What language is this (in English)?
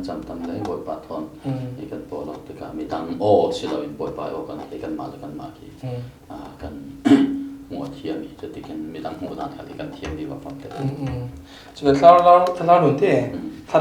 Falam Chin